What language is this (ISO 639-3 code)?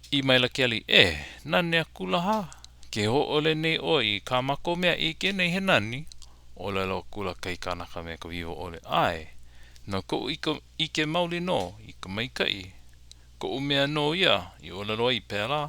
haw